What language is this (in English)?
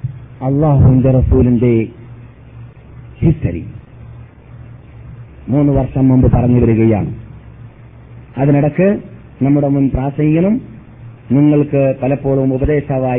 Malayalam